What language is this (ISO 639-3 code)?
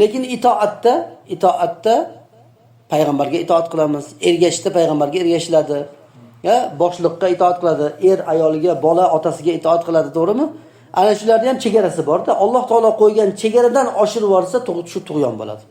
uzb